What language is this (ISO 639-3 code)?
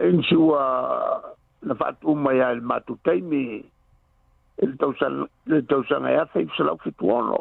smo